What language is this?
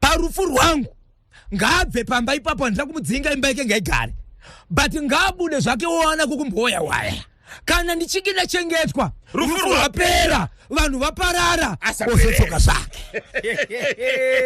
Shona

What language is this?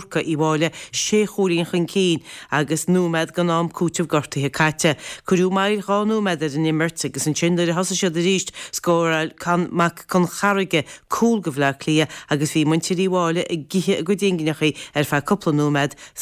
Irish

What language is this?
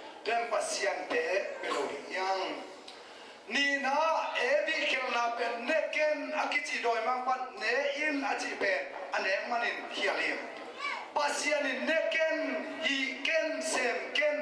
Tedim Chin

